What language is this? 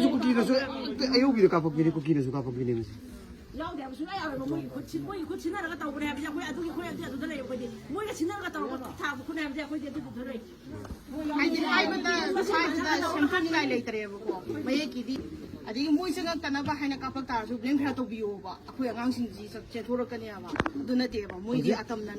Manipuri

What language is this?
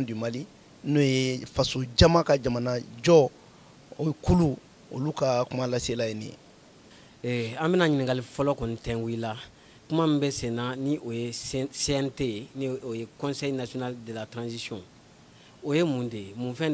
Bambara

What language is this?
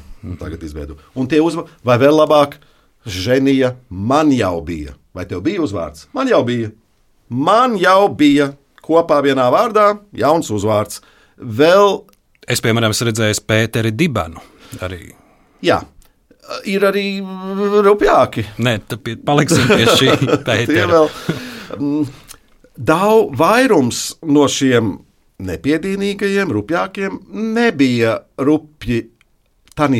Latvian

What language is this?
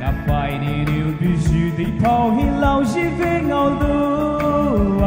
Poumei Naga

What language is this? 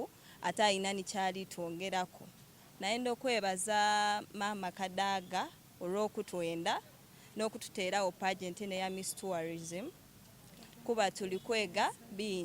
Soga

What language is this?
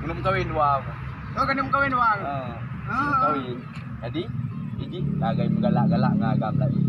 Achinese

